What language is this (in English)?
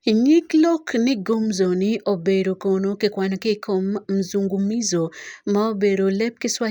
Acoli